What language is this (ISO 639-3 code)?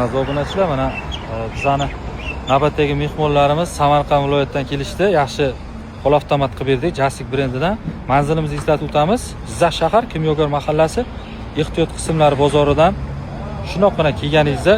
uzb